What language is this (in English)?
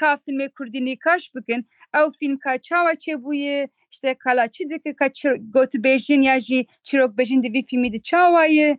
Kurdish